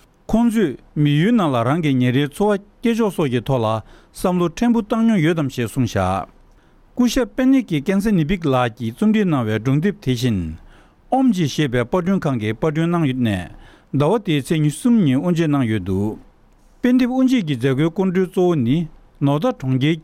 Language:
Tibetan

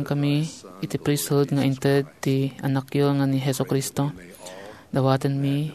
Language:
Iloko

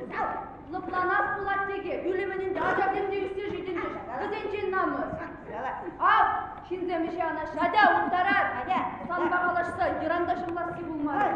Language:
Chuvash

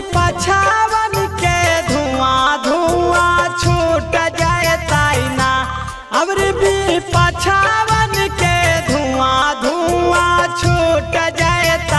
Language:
Bhojpuri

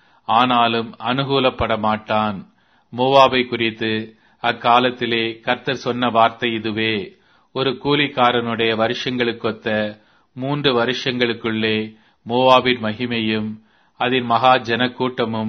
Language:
Tamil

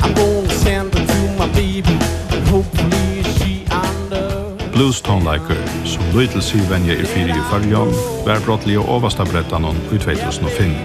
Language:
Faroese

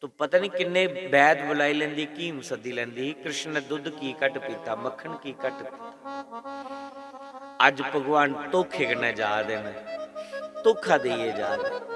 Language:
Dogri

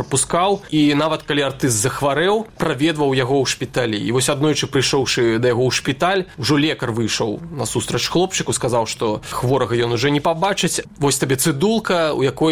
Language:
Belarusian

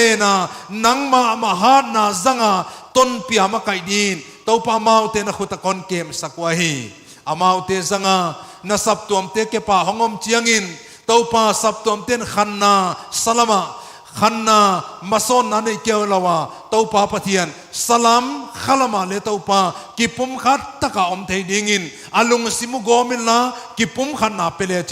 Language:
Paite Chin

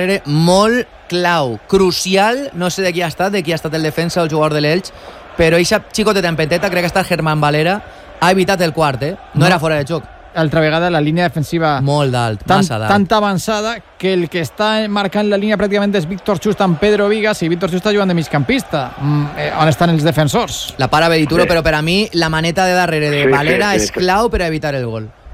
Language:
Catalan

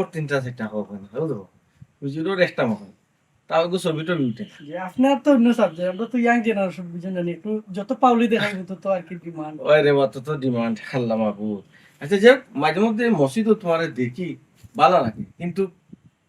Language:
Sylheti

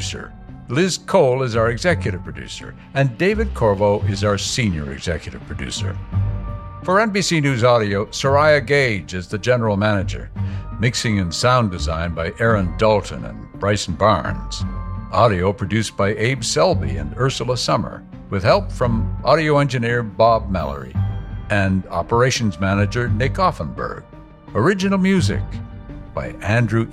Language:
English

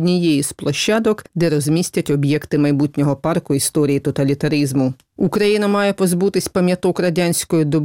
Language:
Ukrainian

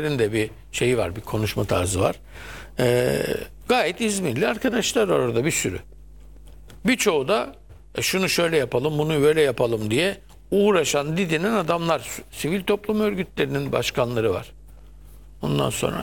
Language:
Turkish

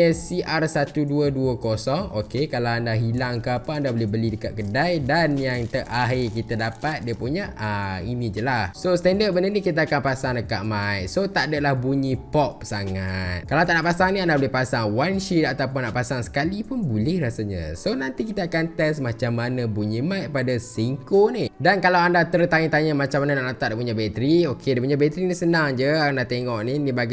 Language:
Malay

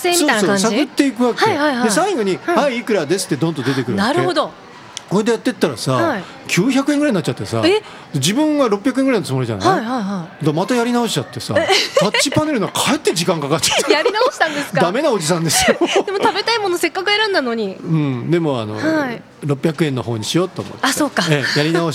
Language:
Japanese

